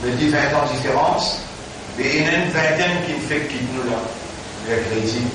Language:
Morisyen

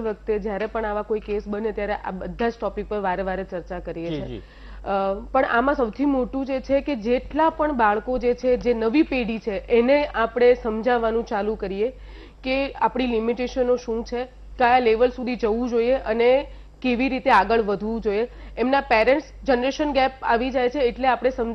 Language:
Gujarati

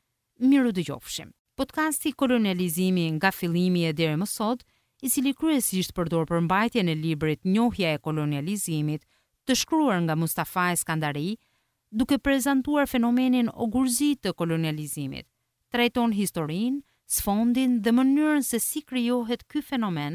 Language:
Albanian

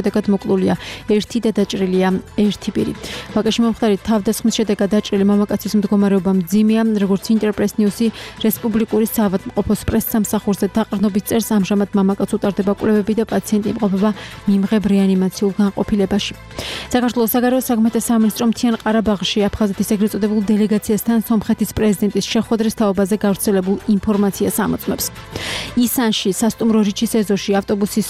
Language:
Georgian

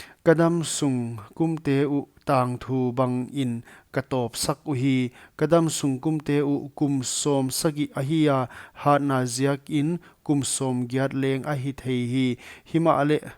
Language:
Paite Chin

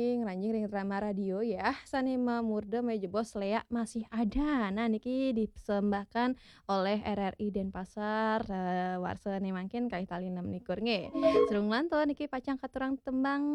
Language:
Balinese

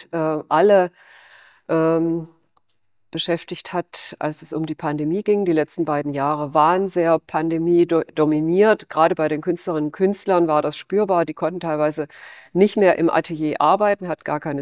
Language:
German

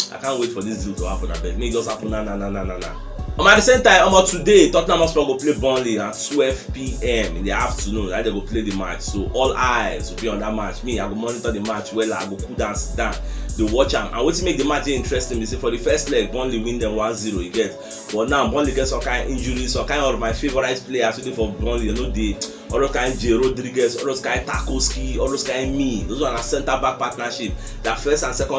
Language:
Nigerian Pidgin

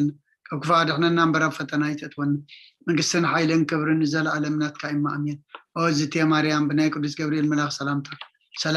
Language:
Tigrinya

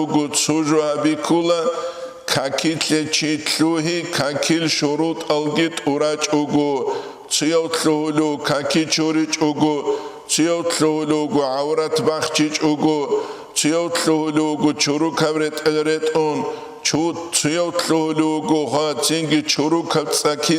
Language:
Avaric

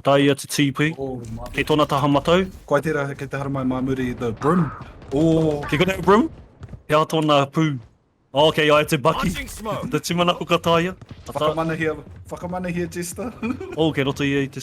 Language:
Māori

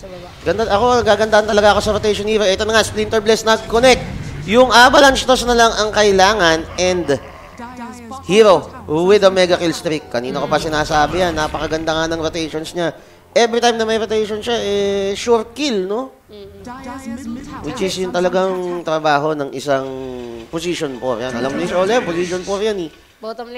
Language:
Filipino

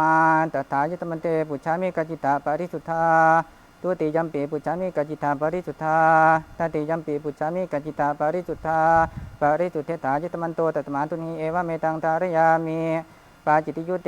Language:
Pali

